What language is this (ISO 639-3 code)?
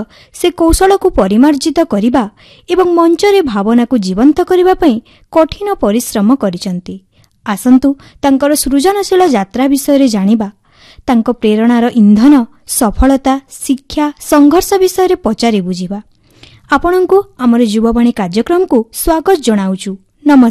ori